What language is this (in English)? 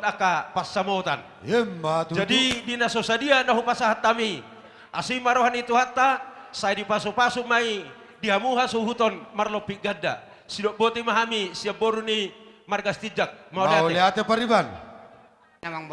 Batak Toba